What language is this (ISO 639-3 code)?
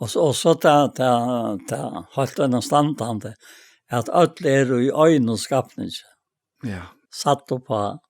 fao